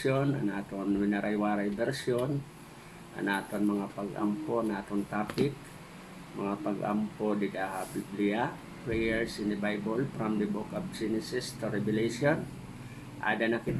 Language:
Waray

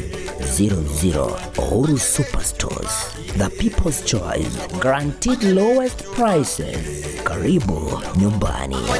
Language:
Gusii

